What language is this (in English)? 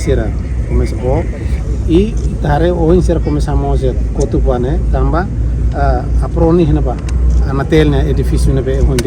Tetum